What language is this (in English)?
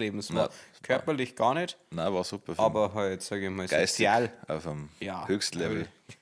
Bavarian